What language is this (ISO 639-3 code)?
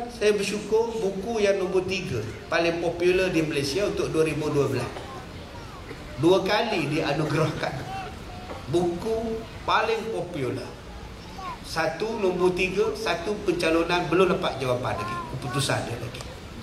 msa